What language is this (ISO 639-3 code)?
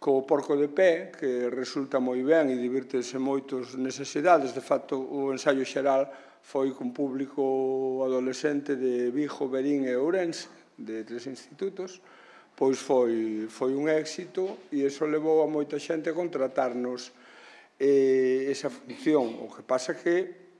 glg